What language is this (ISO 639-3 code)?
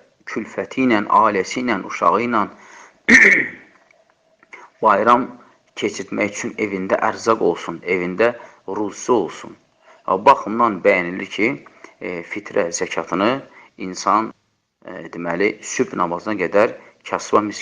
aze